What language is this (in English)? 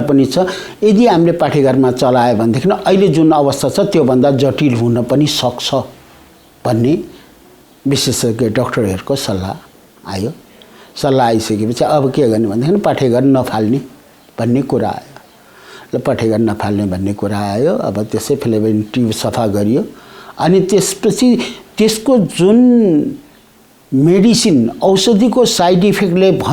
Nepali